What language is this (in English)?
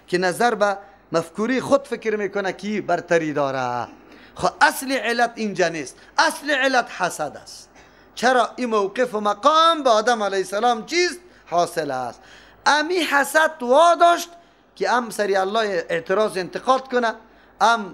Persian